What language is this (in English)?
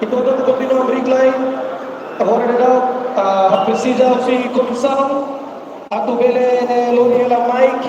Tetum